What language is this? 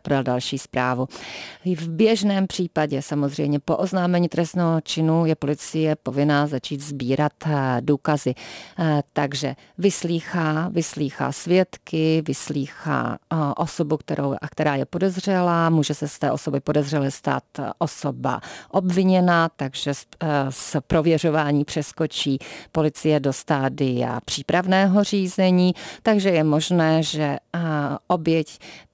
Czech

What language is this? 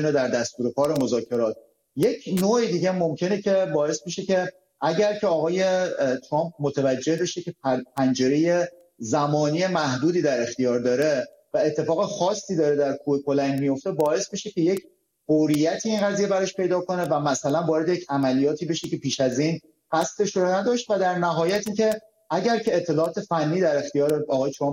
Persian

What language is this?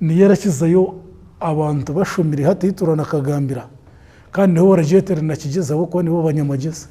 Nyankole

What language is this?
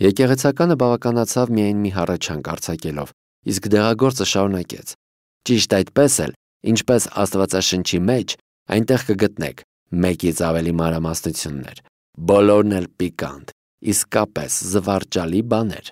Armenian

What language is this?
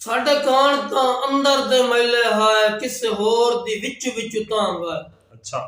Saraiki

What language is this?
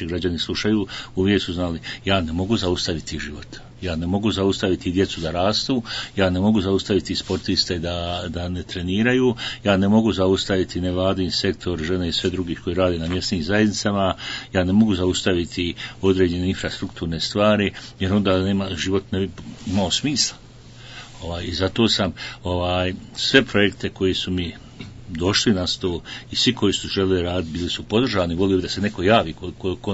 Bosnian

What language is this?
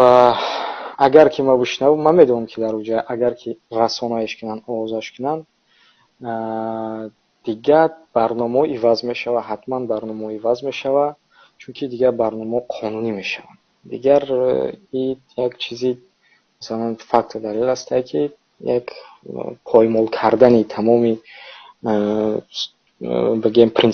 Tajik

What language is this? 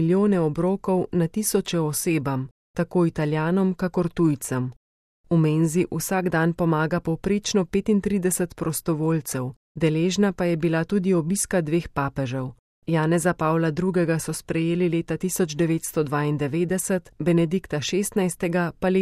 Slovenian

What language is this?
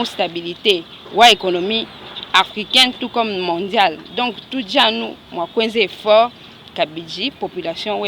Luba-Lulua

